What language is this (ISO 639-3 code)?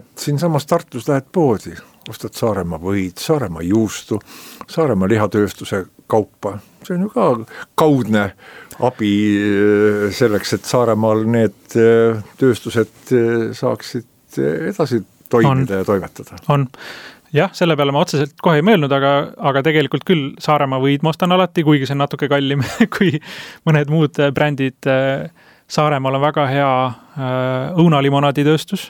est